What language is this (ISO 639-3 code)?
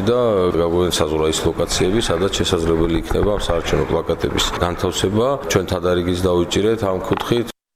kat